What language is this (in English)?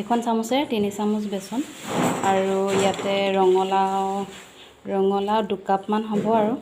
Assamese